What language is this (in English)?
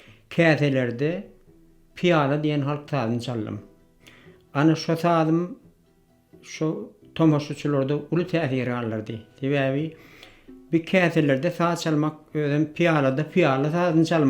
Turkmen